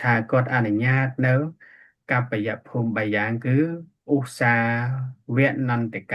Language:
Khmer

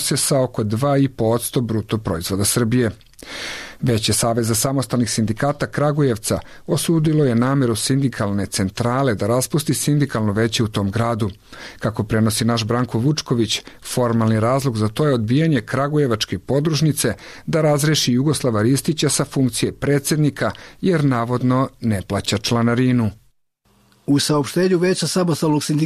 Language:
Serbian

